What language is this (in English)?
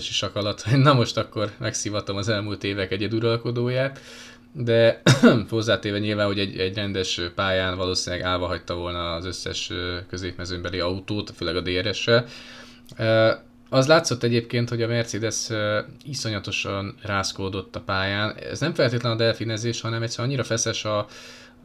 Hungarian